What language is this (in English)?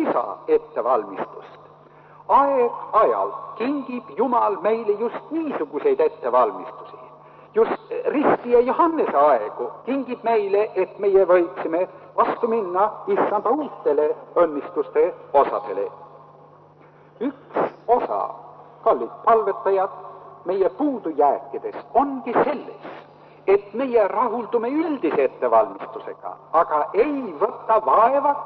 Estonian